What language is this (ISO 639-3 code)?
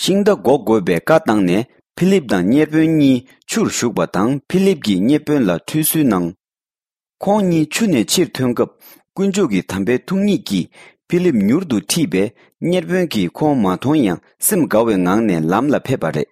bod